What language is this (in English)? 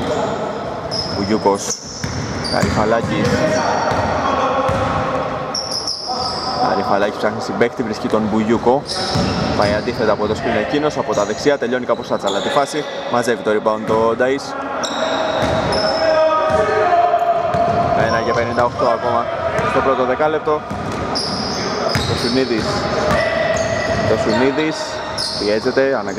Greek